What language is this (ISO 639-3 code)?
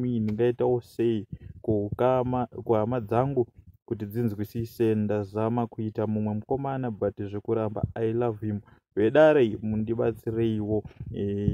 sna